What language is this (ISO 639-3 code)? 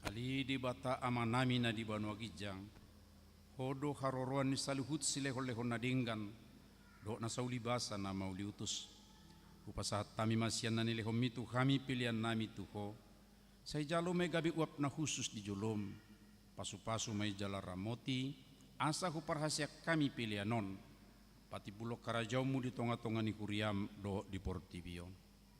bbc